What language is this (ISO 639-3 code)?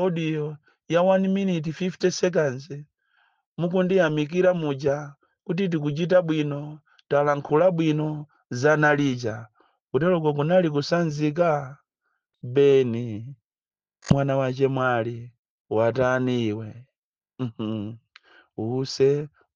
nya